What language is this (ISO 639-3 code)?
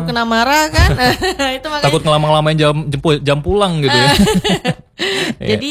ind